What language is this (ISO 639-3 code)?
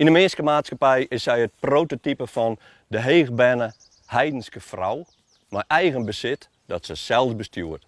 fry